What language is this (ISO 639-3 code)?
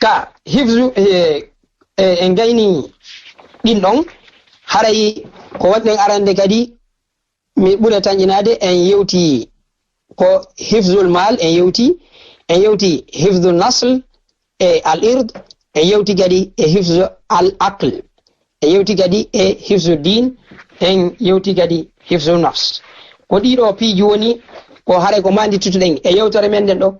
ful